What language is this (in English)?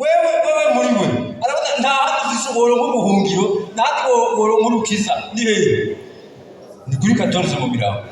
Rundi